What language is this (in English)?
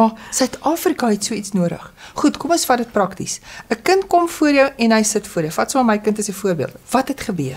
Afrikaans